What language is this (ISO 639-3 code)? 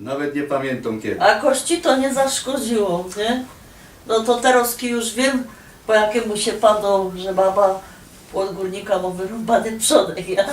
szl